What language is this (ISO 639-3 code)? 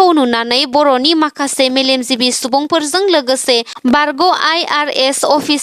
brx